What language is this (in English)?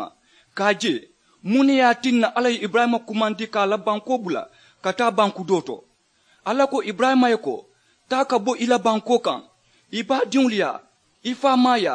Mandingo